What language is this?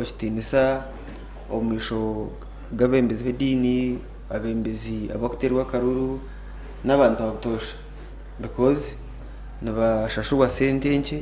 Nyankole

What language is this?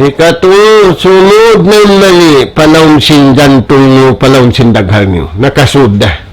Tausug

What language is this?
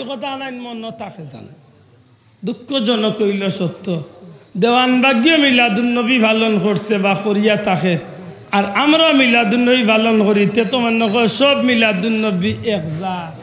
Sylheti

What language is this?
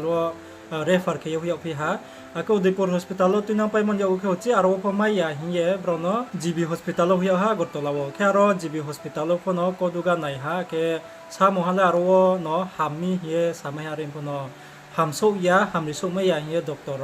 Riang (India)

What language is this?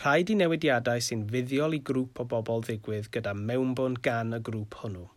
Welsh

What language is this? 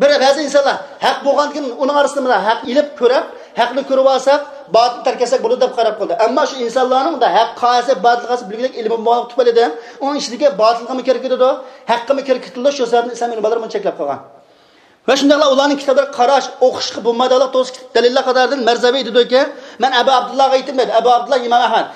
Uyghur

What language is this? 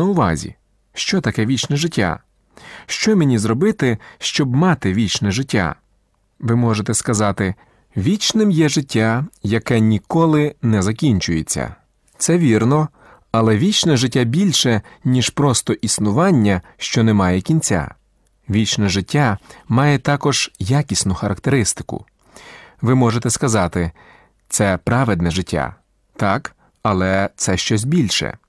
Ukrainian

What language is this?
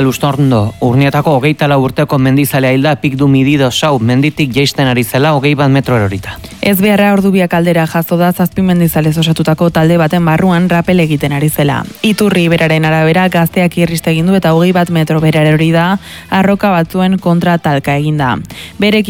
Basque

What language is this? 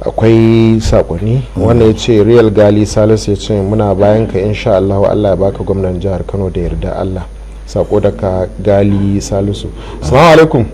Hausa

